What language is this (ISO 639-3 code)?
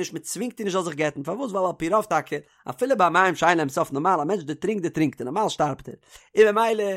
yid